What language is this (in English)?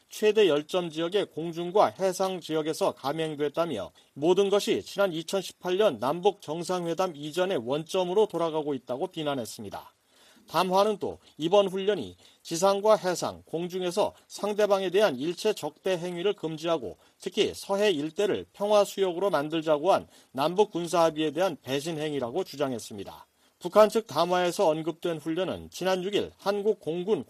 Korean